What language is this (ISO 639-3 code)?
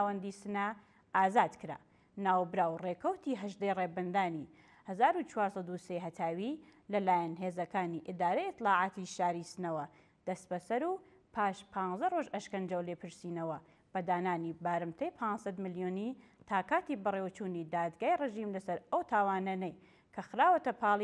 ckb